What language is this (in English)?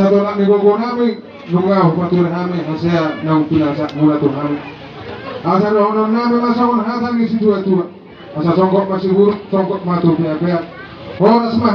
Batak Toba